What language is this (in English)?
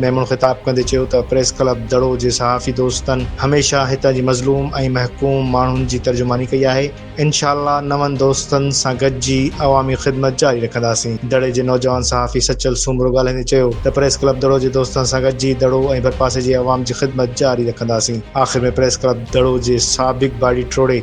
Sindhi